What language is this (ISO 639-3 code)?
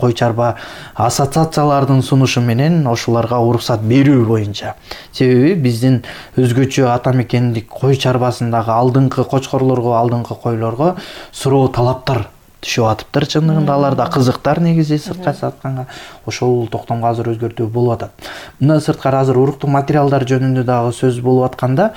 kir